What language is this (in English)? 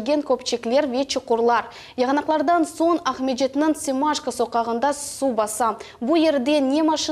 Crimean Tatar